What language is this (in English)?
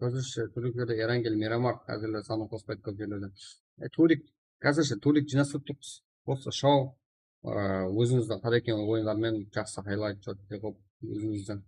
Kara-Kalpak